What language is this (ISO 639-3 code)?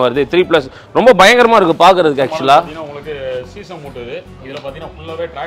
tam